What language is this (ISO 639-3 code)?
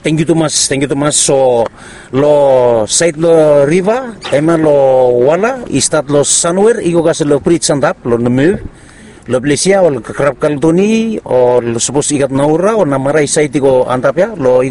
bis